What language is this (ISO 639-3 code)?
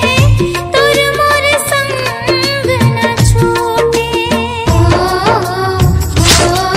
hne